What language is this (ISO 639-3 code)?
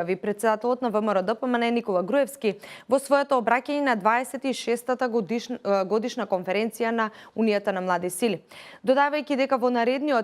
mkd